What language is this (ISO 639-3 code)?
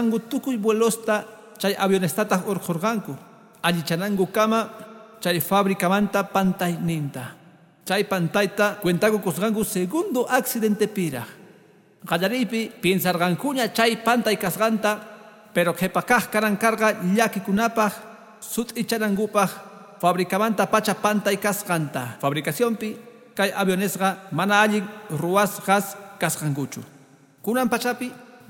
que